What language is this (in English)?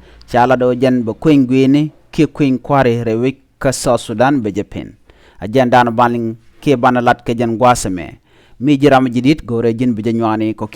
Nuer